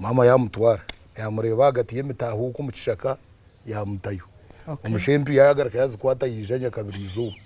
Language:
Nyankole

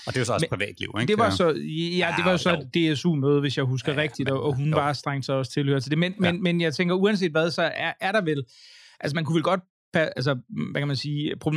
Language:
Danish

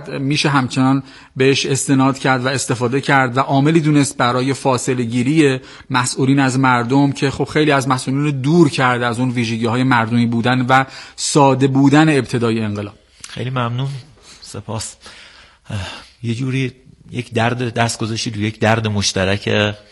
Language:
Persian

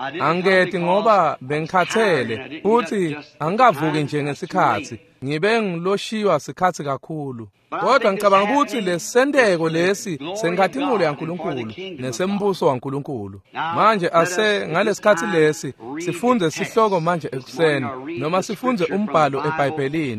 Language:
Swati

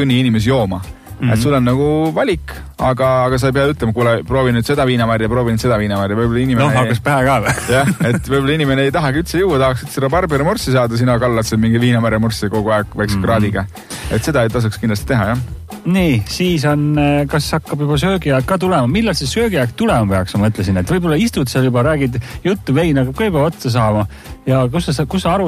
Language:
Estonian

